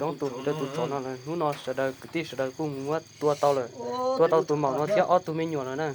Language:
Hmong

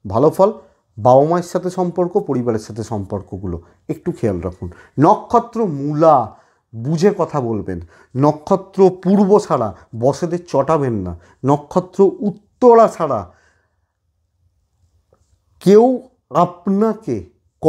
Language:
Bangla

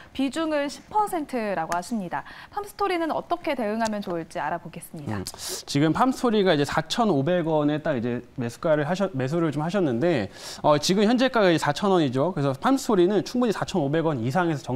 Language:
Korean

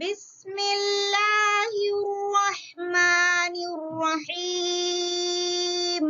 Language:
Divehi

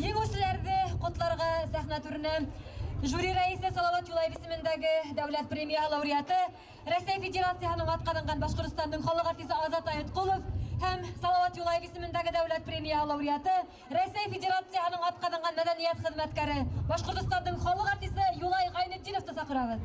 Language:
Bashkir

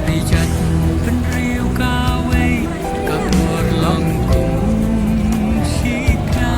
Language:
Khasi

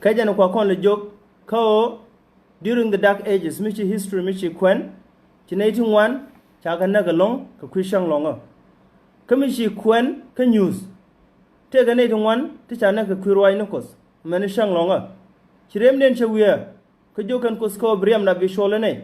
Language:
Nuer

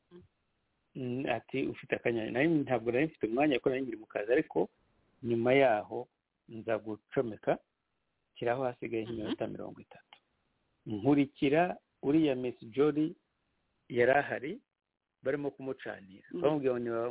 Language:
Kinyarwanda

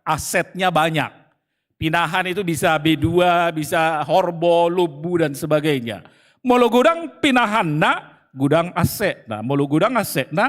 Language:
Batak Toba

